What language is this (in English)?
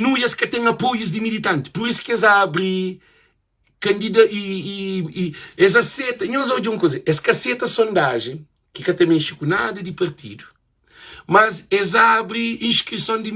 Kabuverdianu